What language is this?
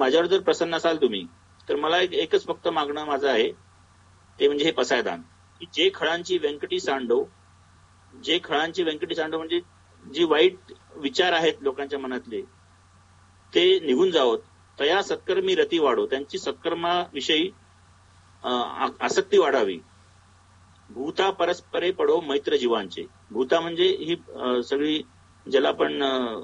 Marathi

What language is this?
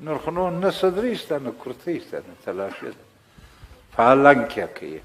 Pashto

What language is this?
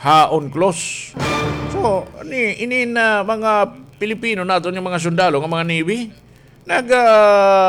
Waray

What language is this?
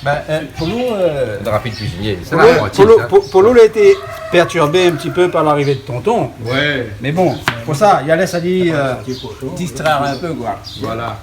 Réunion Creole French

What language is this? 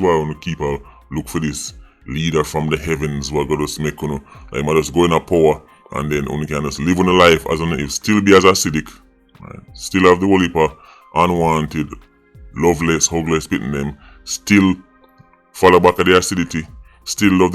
Jamaican Creole English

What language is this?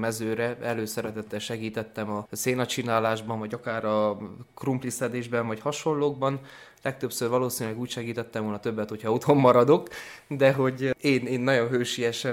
Hungarian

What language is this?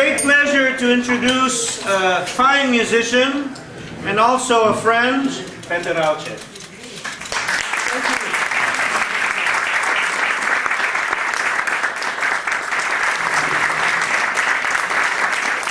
English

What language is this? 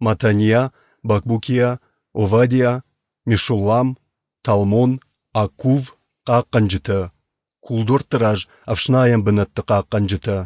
Ossetic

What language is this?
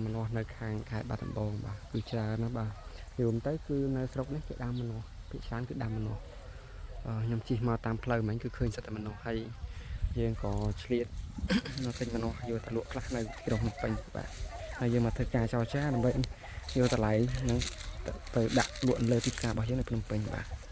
Khmer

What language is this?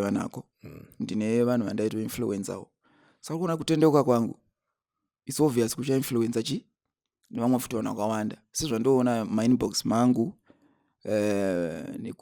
Shona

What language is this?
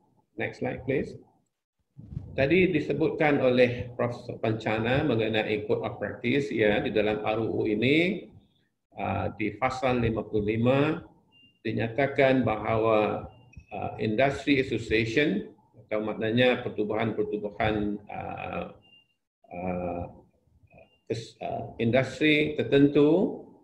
Malay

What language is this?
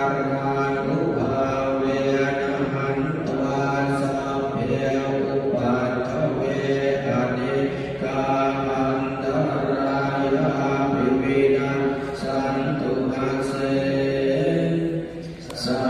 Pali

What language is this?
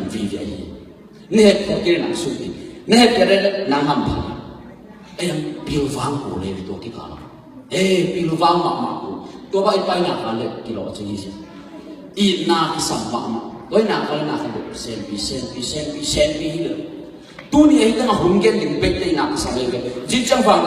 Tedim Chin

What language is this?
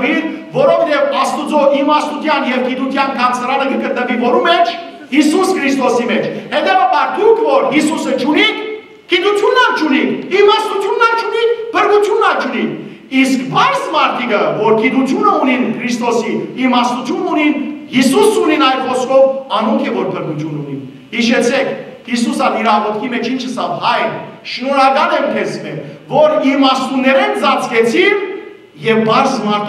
Western Armenian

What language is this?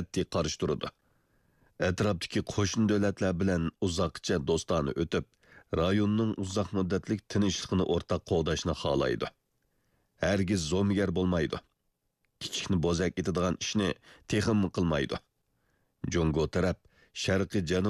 Uyghur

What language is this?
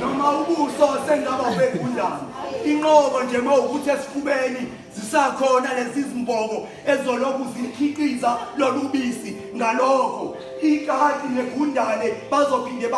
Zulu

